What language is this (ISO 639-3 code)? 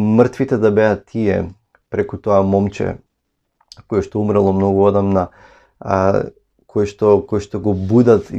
mkd